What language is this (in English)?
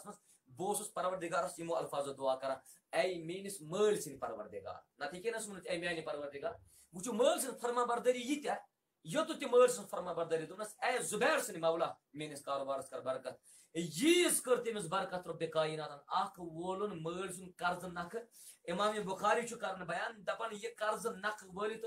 Kashmiri